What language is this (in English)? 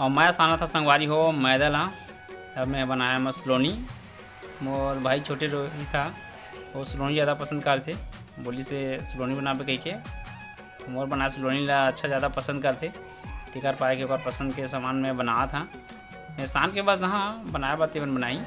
Chhattisgarhi